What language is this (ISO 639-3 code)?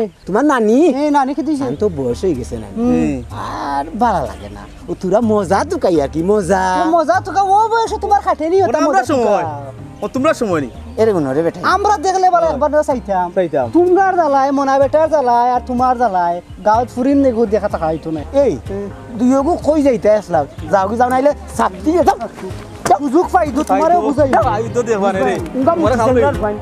syl